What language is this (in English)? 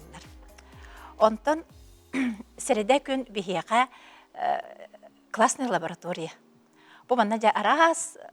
Yakut